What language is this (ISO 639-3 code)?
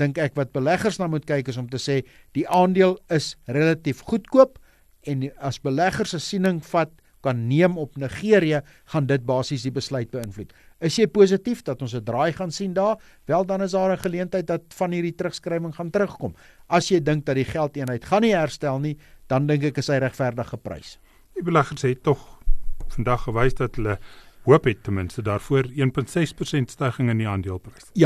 afr